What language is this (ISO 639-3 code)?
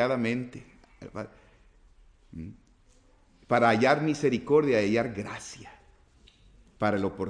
spa